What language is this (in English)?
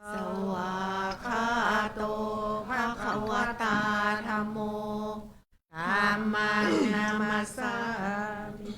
Pali